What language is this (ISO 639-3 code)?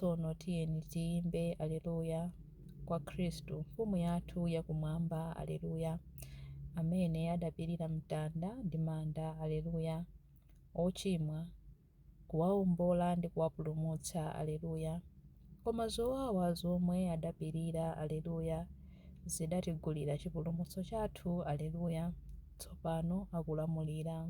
nya